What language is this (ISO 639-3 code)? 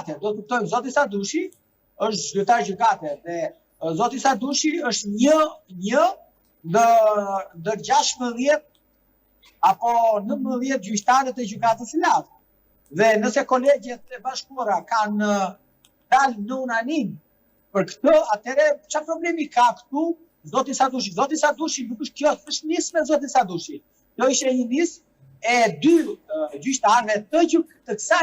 sqi